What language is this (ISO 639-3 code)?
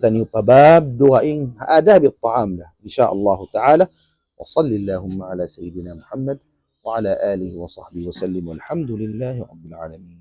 tsg